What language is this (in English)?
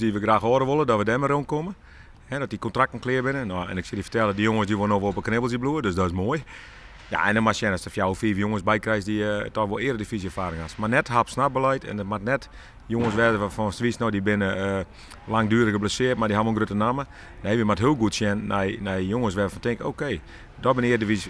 Western Frisian